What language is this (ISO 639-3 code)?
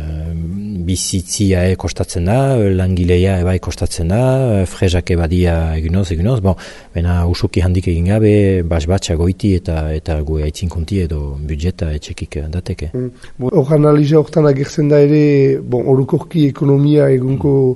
eus